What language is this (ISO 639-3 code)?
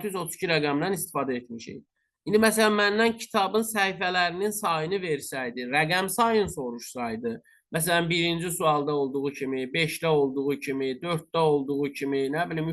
aze